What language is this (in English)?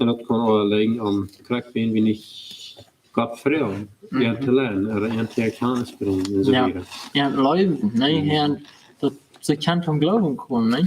Plautdietsch